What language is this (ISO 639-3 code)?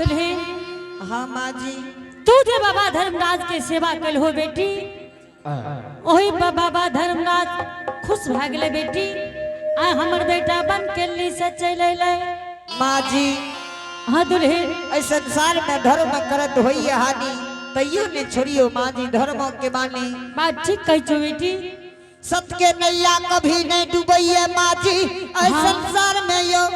anp